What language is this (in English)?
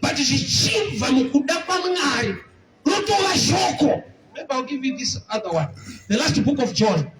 Shona